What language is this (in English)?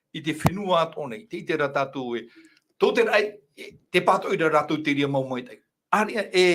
Tahitian